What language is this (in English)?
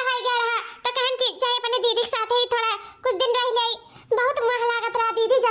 Awadhi